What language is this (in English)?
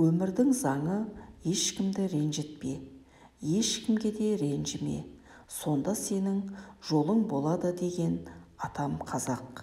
Kazakh